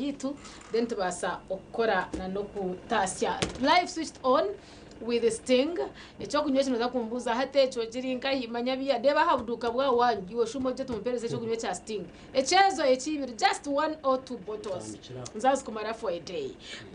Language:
Nyankole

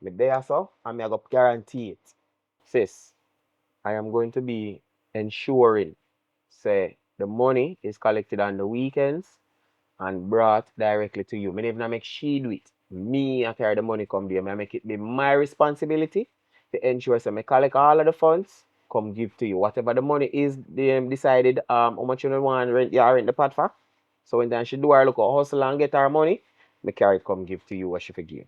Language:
Jamaican Creole English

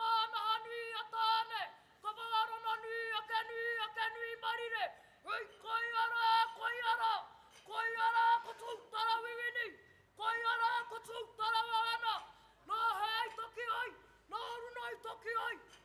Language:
Māori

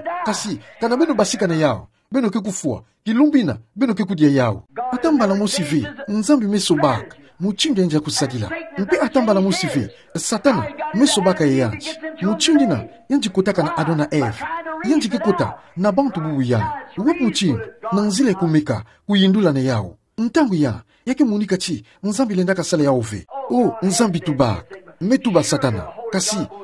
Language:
Kituba (Democratic Republic of Congo)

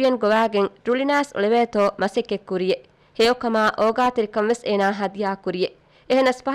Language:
Divehi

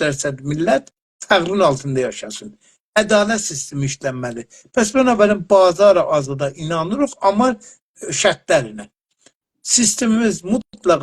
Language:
South Azerbaijani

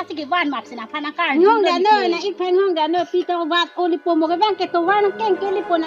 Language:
Karbi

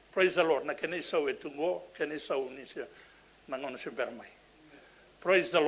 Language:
Fijian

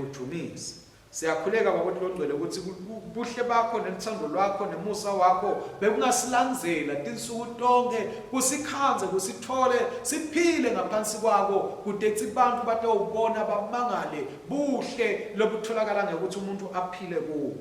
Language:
Swati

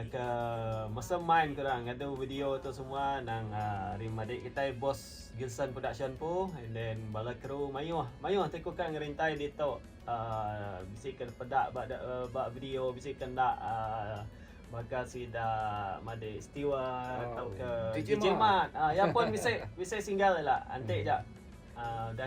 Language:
Iban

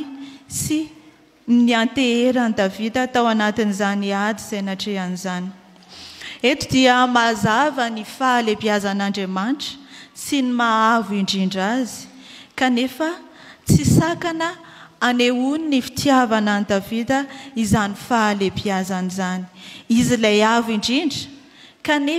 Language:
Malagasy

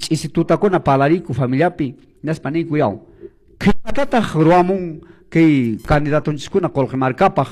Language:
Quechua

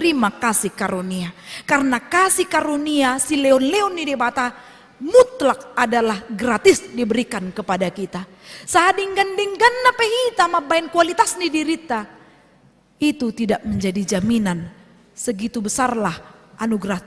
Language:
Batak Toba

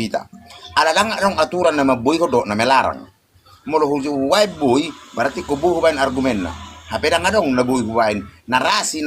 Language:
Batak Toba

